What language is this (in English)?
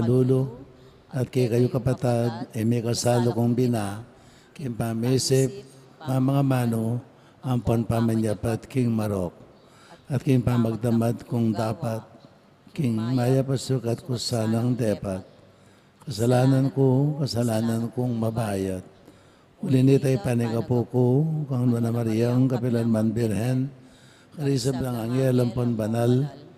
Pampanga